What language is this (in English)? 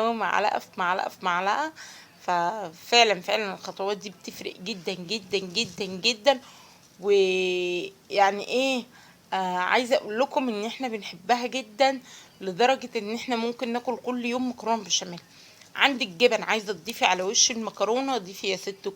Egyptian Arabic